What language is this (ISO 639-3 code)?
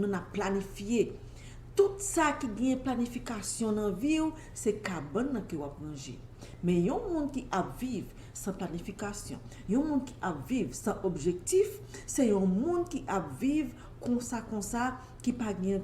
hat